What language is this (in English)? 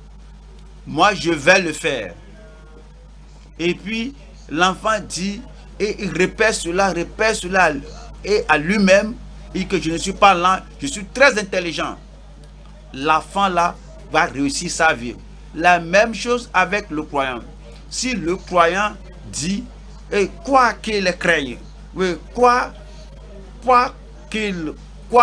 French